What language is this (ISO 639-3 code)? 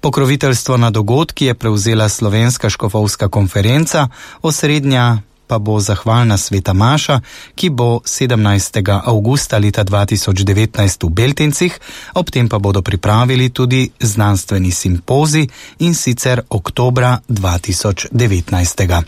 slv